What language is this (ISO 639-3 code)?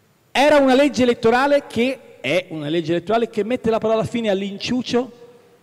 ita